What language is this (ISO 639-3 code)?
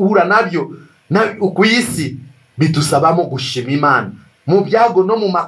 kin